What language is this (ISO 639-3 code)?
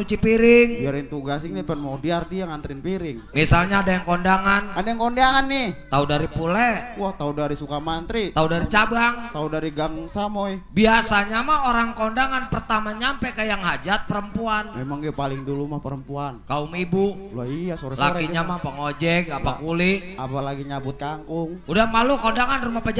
bew